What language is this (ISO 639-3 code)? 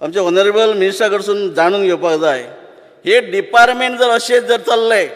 kok